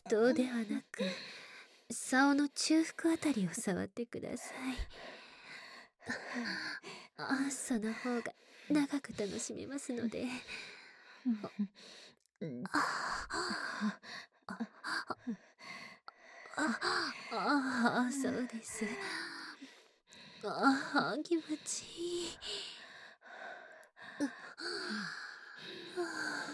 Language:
Japanese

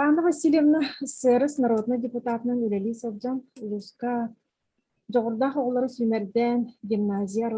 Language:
Yakut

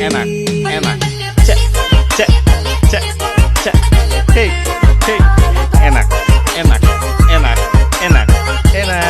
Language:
Ambonese Malay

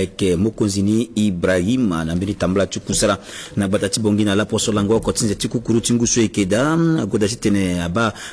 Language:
Sango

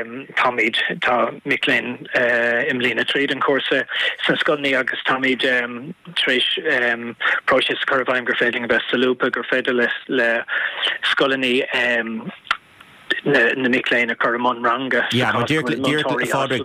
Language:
Irish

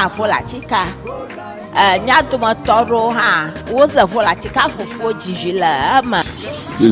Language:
Ewe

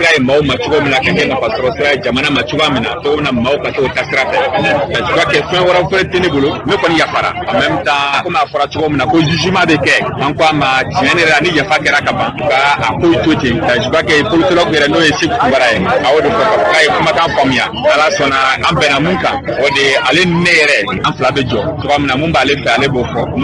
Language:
Bambara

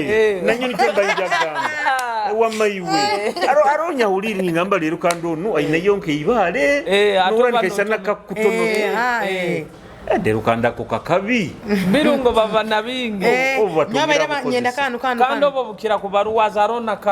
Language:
Nyoro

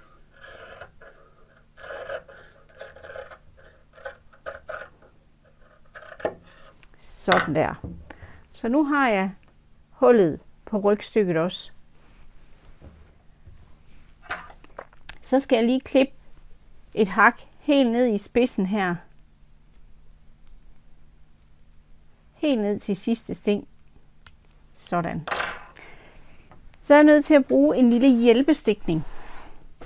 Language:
Danish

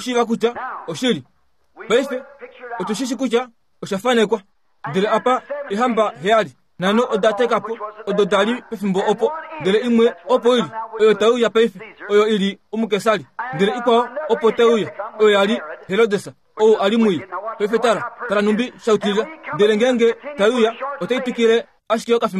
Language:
Kuanyama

